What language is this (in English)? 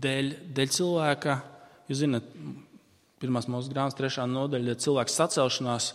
Latvian